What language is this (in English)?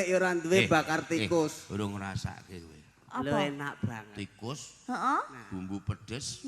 Javanese